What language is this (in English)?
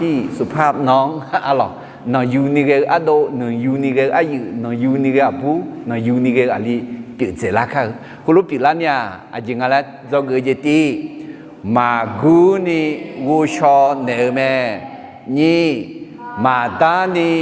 Akha